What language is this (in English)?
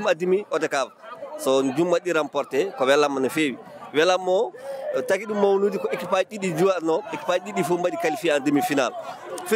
Fula